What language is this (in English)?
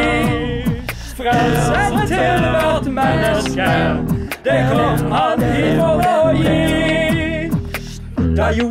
Norwegian